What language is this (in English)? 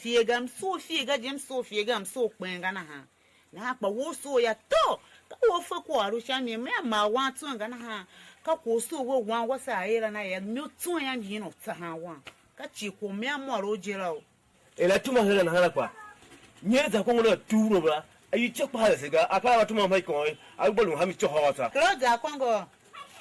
Tiv